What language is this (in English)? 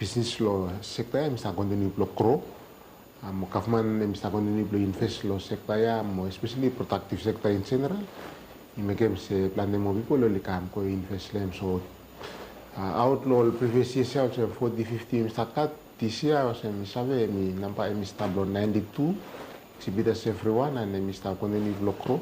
Bislama